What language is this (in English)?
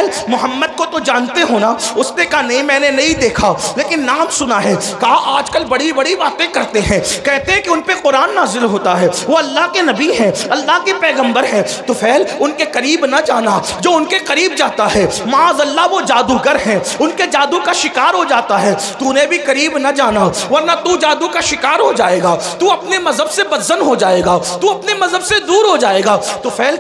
Urdu